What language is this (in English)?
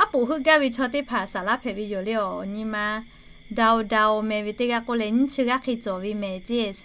Lahu